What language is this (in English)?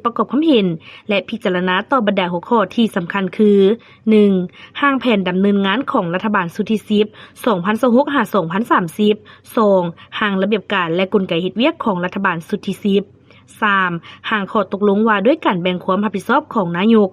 Lao